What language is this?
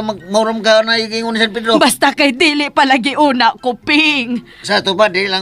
Cebuano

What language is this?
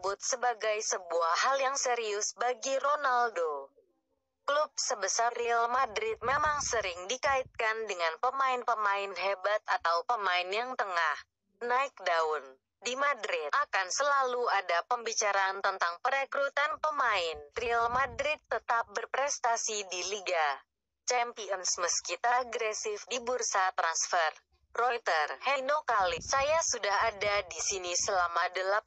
Indonesian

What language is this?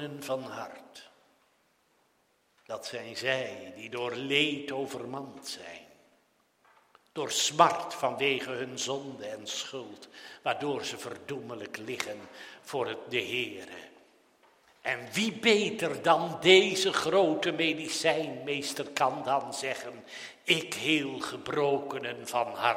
Dutch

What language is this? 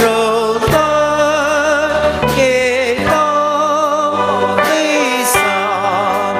Poumei Naga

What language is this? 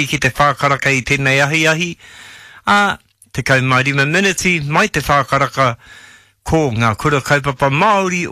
Māori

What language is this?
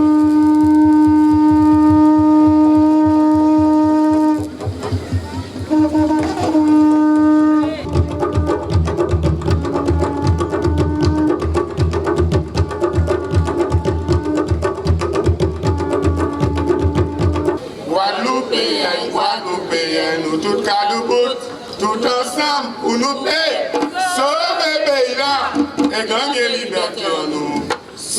Guadeloupean Creole French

